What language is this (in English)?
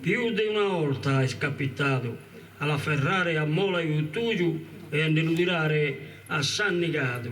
Sardinian